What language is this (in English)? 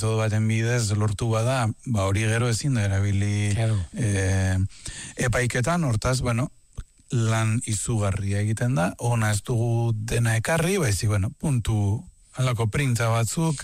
Basque